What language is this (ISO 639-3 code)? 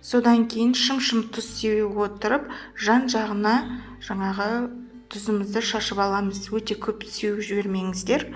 kaz